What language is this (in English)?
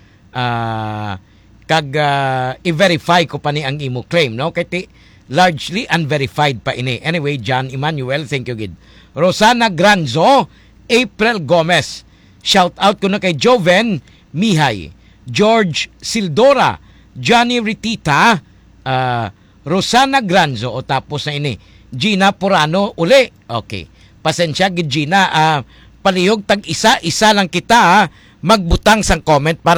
Hiligaynon